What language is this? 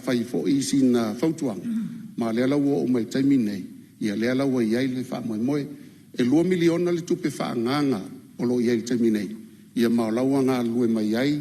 Samoan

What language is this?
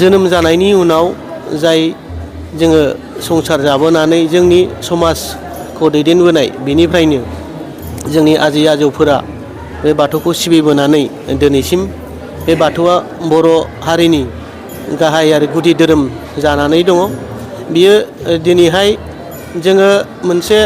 Bodo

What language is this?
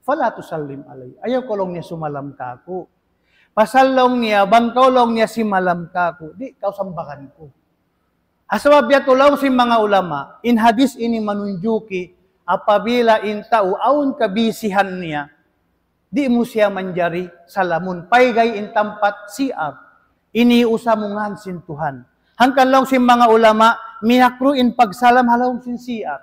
Tausug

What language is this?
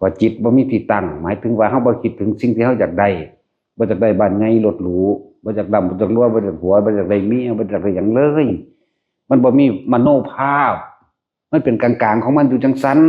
Northeastern Thai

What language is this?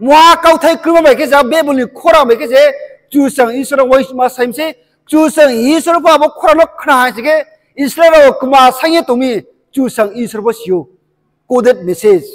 Riang (India)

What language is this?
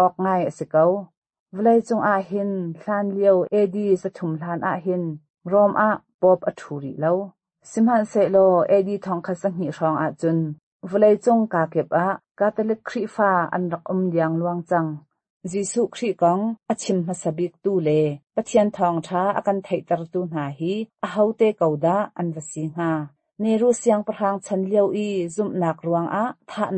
Hakha Chin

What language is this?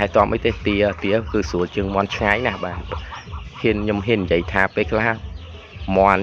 Khmer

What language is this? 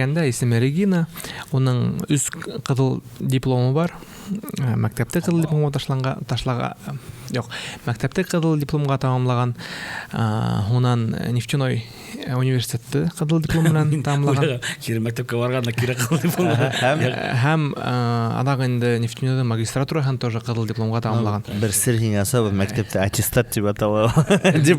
Bashkir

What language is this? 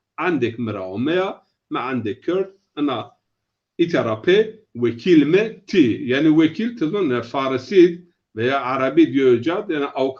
Zaza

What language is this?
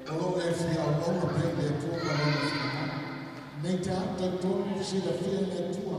Samoan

